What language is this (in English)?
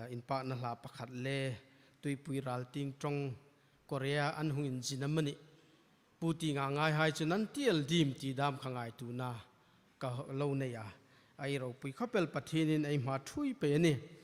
Hmar